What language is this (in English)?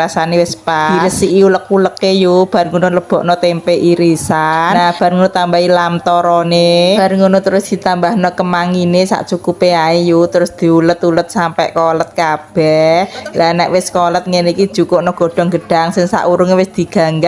Javanese